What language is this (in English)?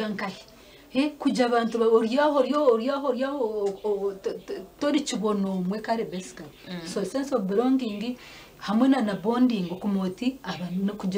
Nyankole